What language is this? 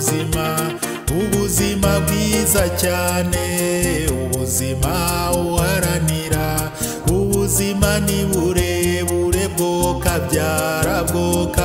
Kinyarwanda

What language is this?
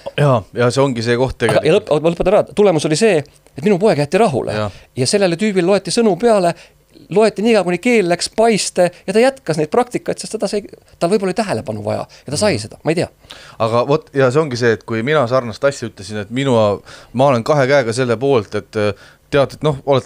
Estonian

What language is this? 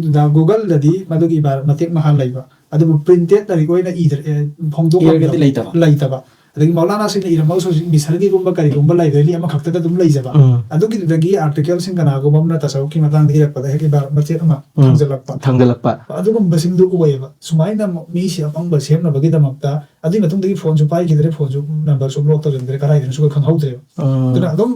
Manipuri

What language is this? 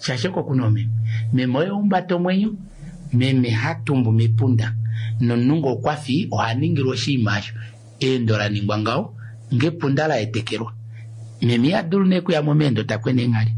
Kuanyama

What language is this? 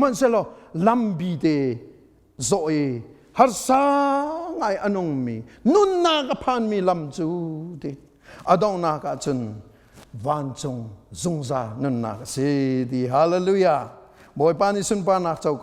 Hakha Chin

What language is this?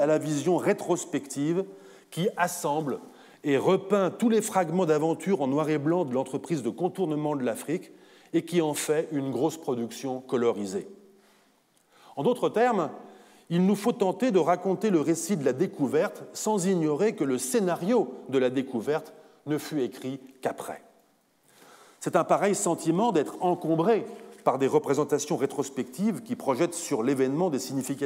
French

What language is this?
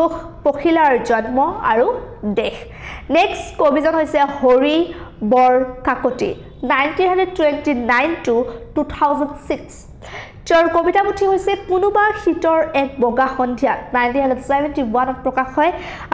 Assamese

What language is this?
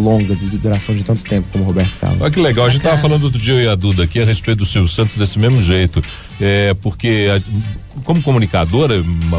Portuguese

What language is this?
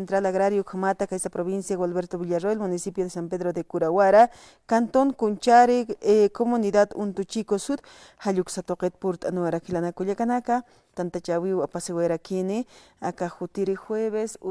Aymara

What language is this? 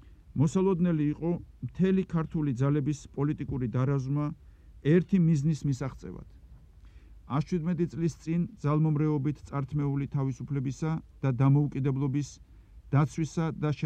Georgian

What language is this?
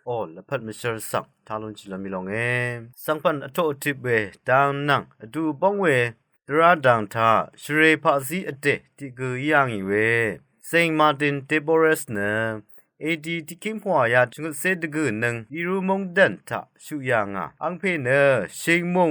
Rawang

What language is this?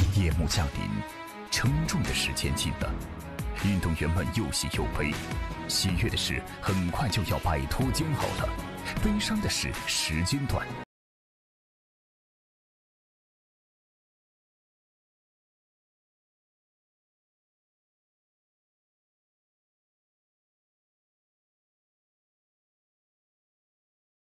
Chinese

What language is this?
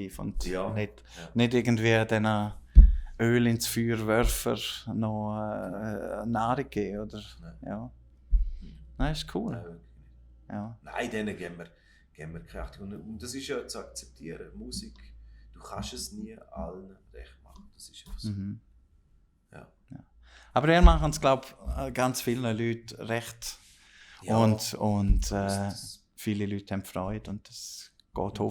Swiss German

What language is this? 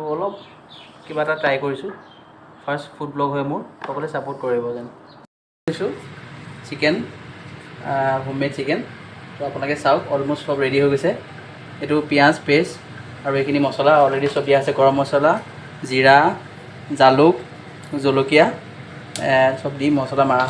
Assamese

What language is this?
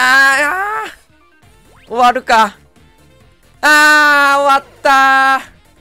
Japanese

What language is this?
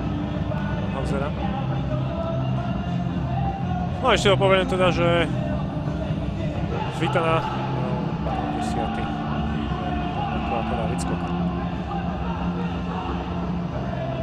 Slovak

